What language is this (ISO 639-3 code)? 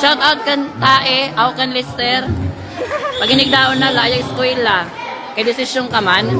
war